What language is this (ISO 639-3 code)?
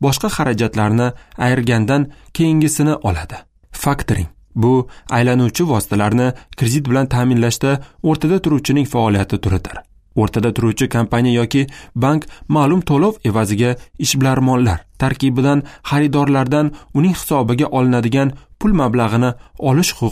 uzb